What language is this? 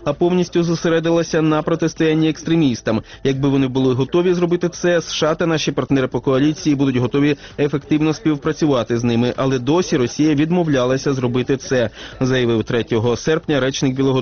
Ukrainian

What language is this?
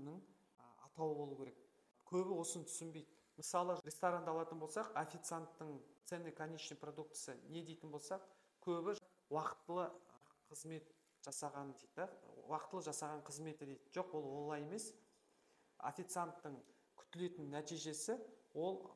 Kazakh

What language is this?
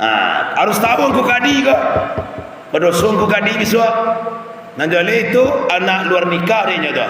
Minangkabau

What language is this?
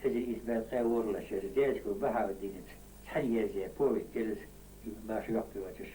Ingush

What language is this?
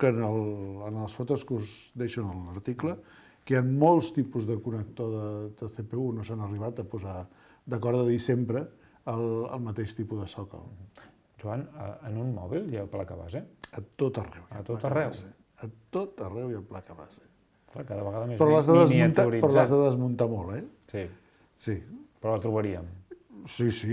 Catalan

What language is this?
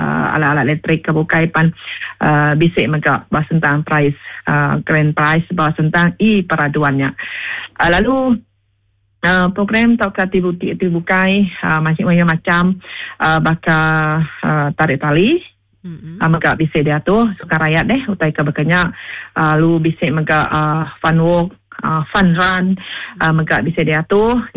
Iban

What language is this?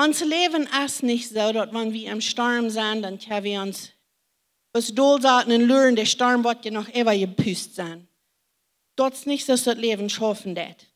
Plautdietsch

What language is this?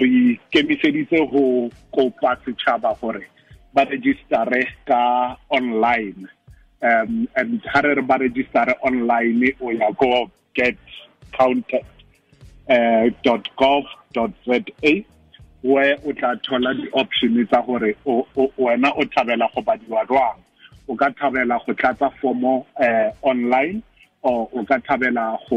Tswana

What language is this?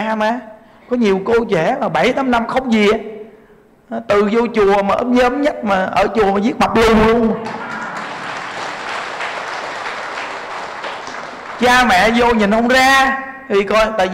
Vietnamese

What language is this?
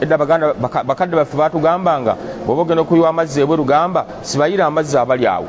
Ganda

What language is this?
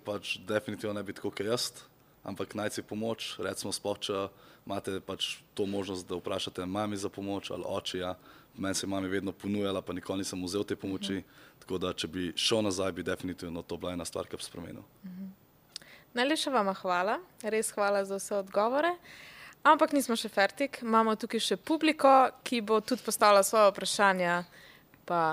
Slovenian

